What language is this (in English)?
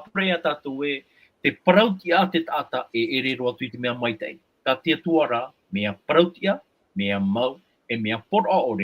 Tahitian